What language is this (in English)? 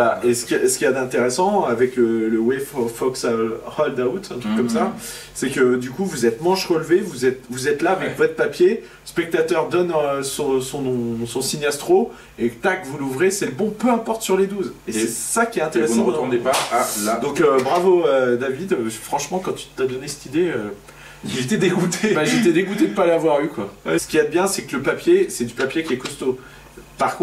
French